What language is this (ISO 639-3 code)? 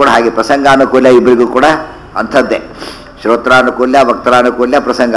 kan